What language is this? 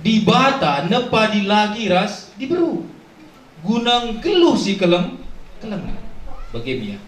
Batak Karo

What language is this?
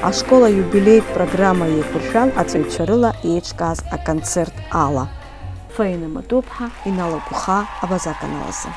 Abkhazian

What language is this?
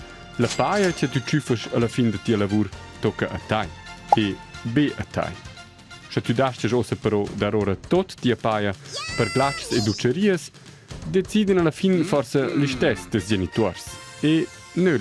Romansh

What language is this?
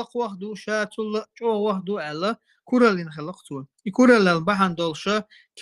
Chechen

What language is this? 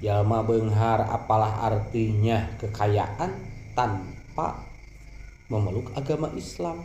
Sundanese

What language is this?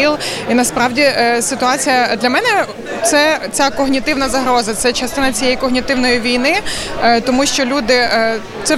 Ukrainian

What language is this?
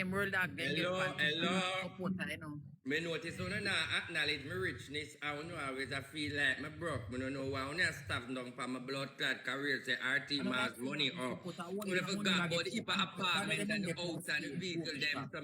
Jamaican Creole English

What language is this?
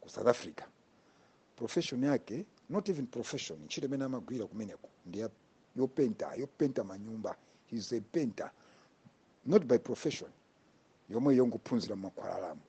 Nyanja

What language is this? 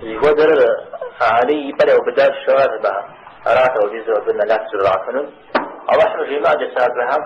Kabardian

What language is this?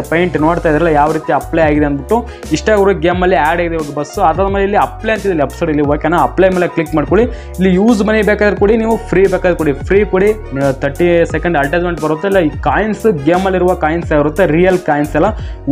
Kannada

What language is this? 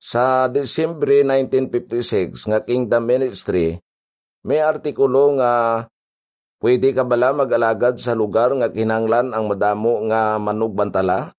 Hiligaynon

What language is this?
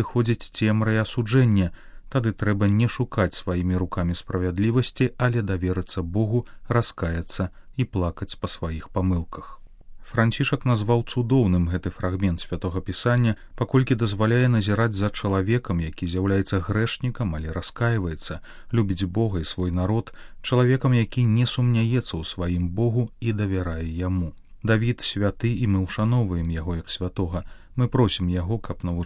Belarusian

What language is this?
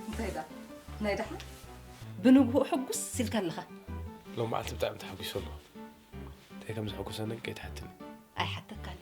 Tigrinya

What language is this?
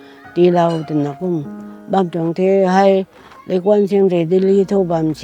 Rongmei Naga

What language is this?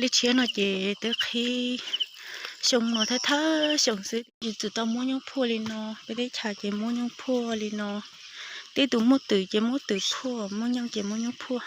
Hmong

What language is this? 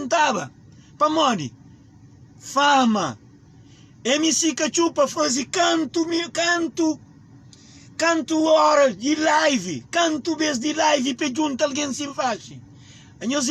Kabuverdianu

